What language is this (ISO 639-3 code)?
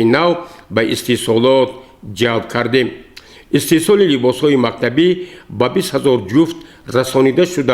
tgk